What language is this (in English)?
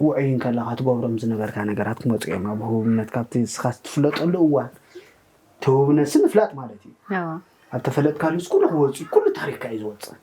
Tigrinya